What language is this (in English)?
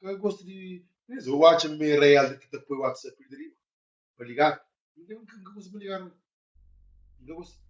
Kabuverdianu